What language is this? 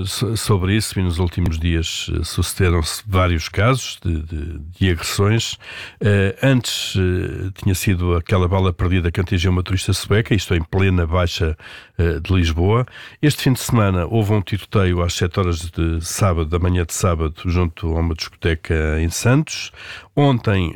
Portuguese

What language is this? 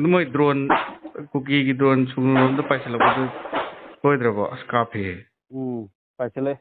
Manipuri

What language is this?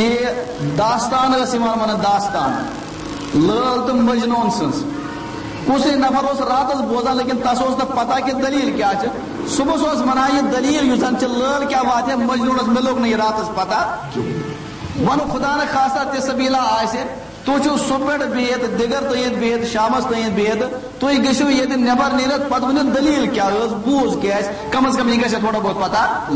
Kashmiri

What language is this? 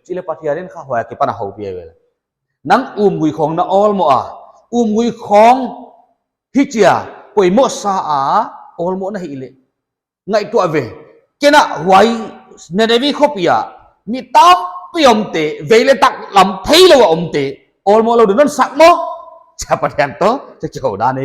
Paite Chin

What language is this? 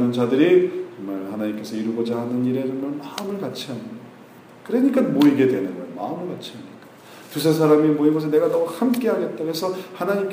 Korean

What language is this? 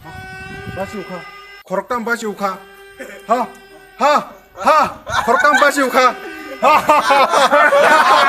Kok Borok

